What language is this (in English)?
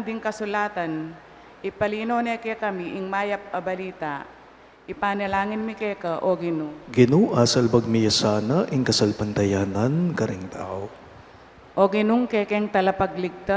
Pampanga